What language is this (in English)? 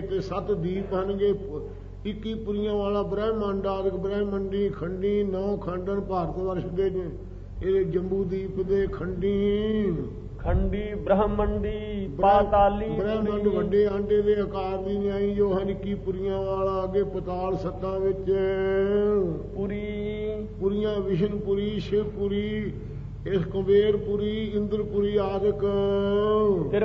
Punjabi